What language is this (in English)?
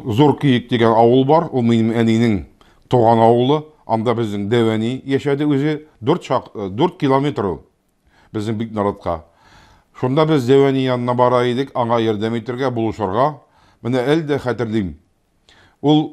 Tatar